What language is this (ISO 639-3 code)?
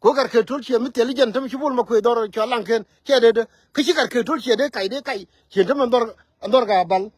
nus